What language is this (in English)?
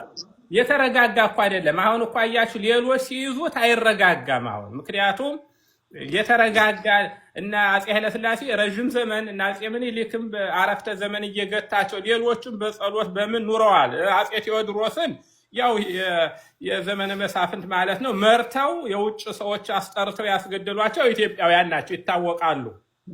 Amharic